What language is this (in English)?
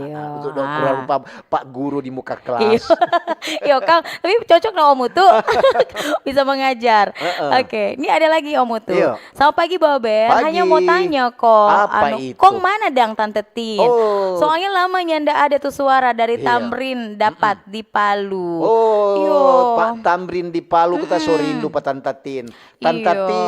Manado Malay